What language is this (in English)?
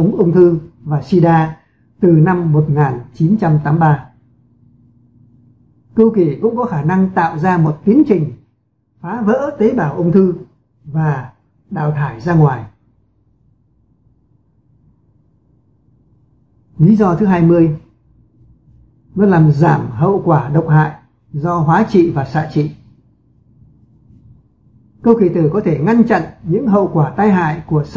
Vietnamese